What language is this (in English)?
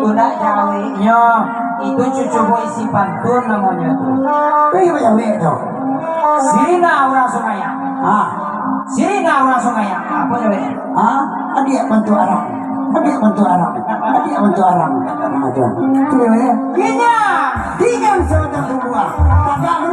Minangkabau